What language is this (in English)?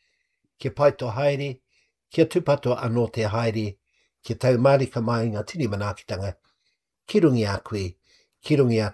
Māori